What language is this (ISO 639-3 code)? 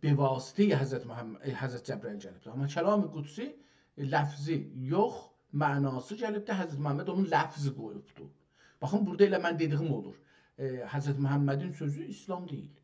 azb